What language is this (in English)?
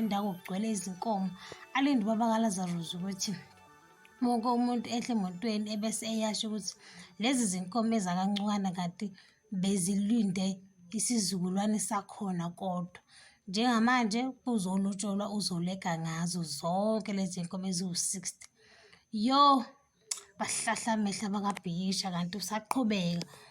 Zulu